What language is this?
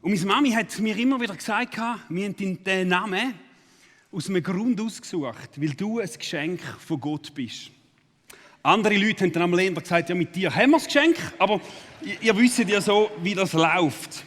Swiss German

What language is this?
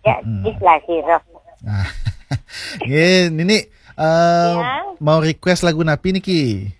Balinese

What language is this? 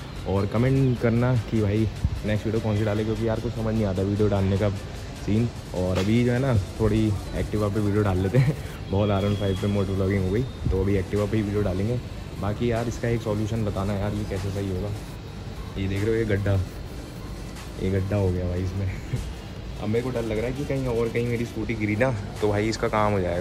Hindi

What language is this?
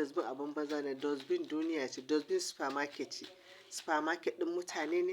Hausa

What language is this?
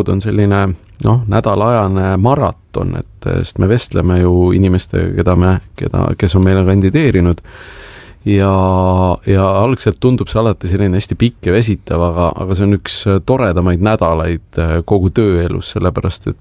Estonian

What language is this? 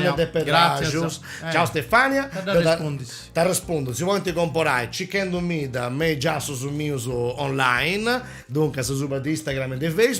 Sardinian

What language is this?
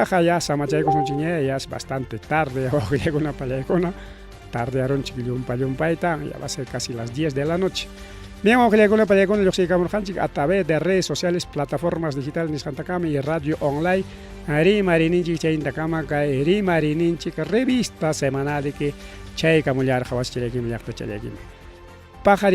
Ayacucho Quechua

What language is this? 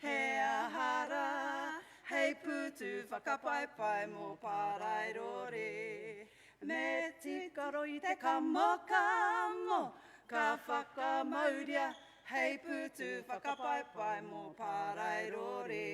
Māori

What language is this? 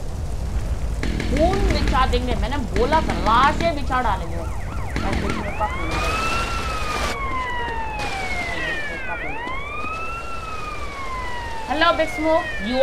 Hindi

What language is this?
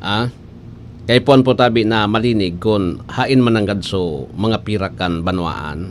Bikol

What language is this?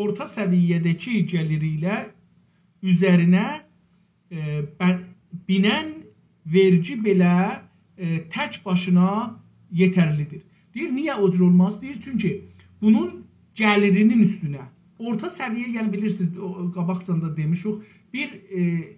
South Azerbaijani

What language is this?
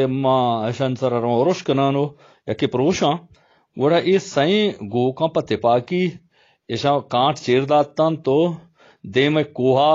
Baluchi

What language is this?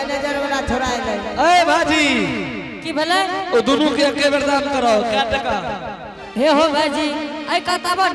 Angika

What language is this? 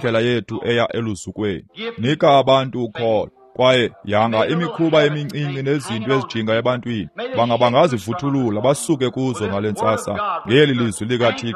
Xhosa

